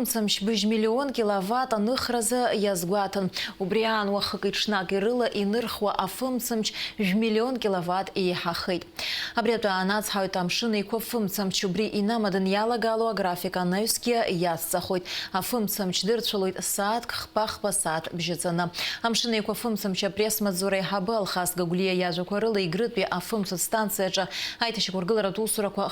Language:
Abkhazian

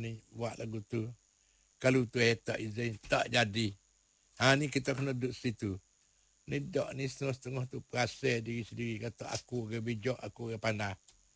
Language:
Malay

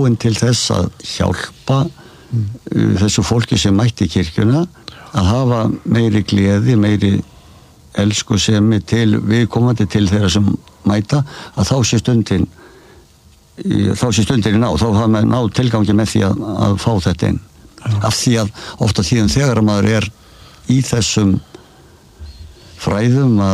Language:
Icelandic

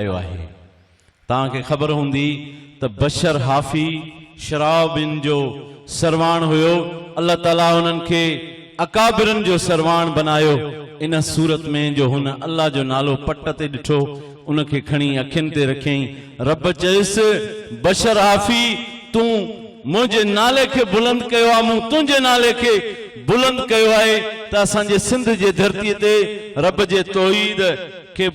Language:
Sindhi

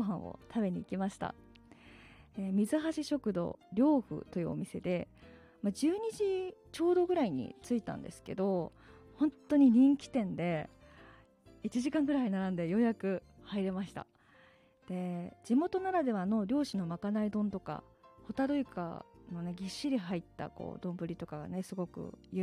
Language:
Japanese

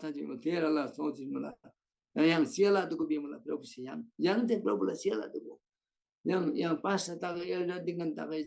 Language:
Eastern Tamang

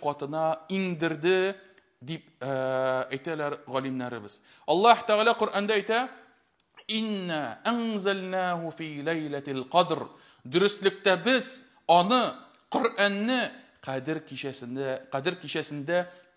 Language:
Tatar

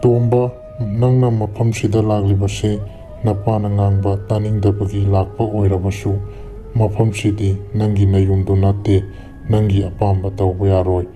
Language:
Manipuri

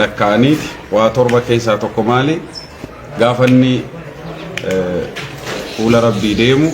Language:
Oromo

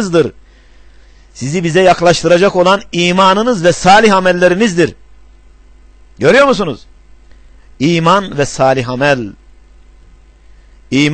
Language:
Turkish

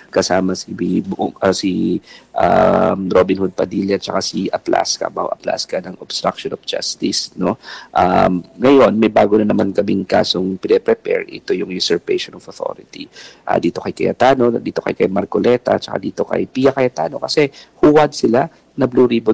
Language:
Filipino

